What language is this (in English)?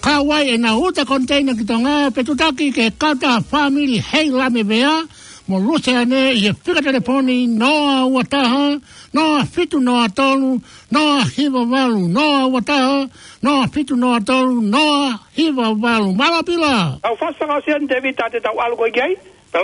Tongan